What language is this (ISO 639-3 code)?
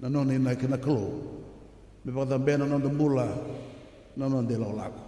fij